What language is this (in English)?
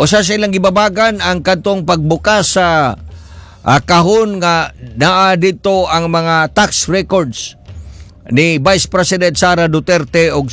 Cebuano